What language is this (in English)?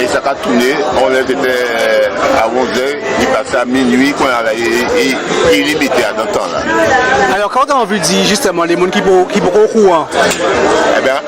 Guadeloupean Creole French